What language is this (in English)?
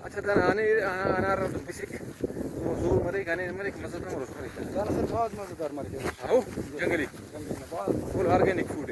Brahui